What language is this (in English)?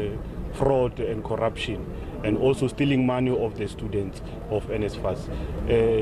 Venda